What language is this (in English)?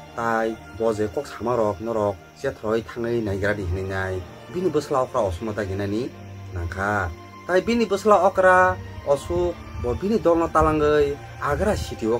Kok Borok